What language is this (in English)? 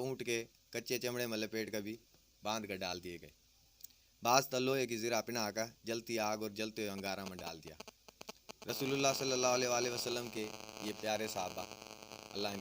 Haryanvi